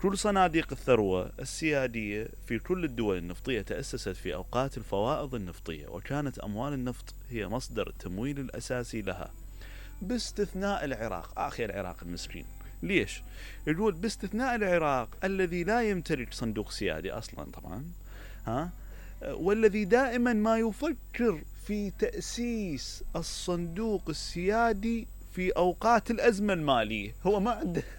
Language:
Mesopotamian Arabic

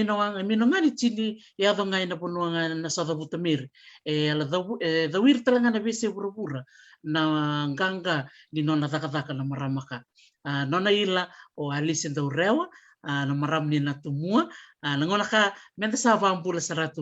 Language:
Fijian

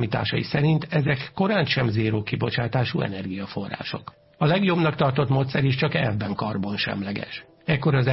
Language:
Hungarian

